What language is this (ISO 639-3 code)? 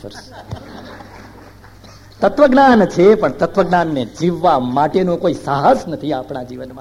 guj